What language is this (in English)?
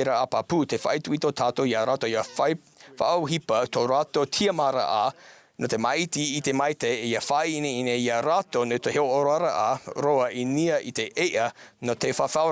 Tahitian